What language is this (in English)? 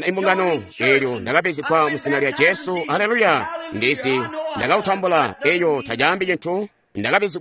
Tonga (Zambia)